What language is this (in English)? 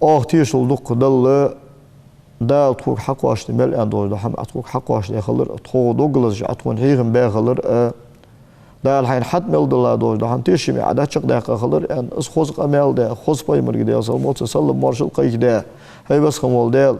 Ingush